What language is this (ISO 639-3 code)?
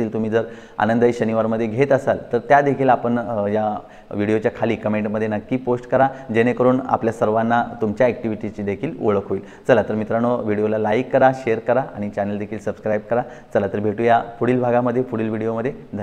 mar